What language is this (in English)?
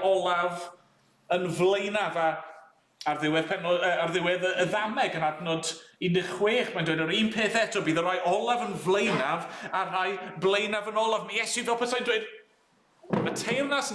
Welsh